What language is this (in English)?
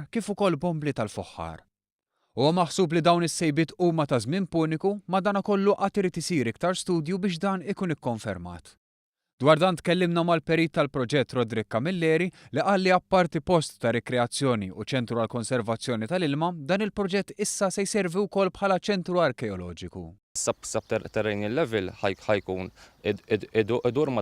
Maltese